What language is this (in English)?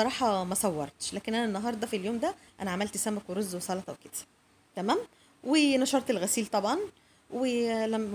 Egyptian Arabic